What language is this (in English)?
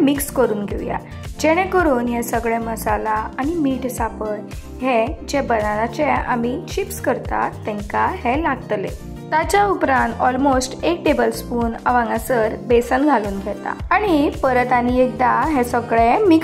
Konkani